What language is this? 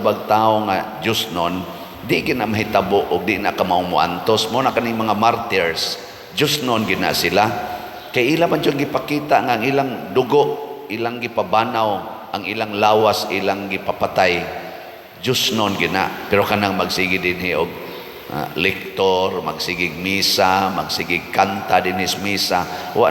Cebuano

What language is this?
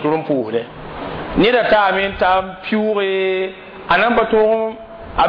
Mossi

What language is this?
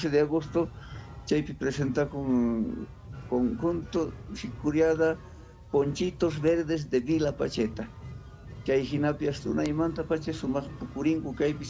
South Bolivian Quechua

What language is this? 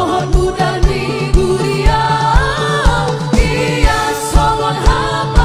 Batak Toba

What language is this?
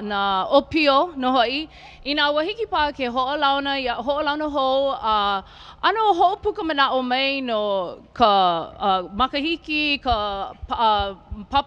Hawaiian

